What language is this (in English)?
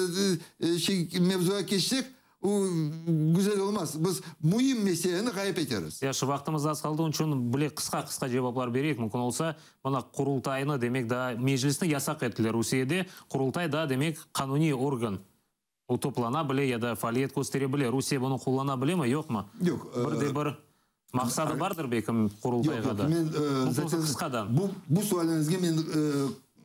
Crimean Tatar